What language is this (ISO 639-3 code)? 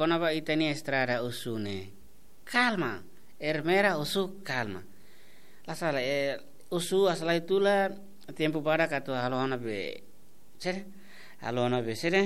tet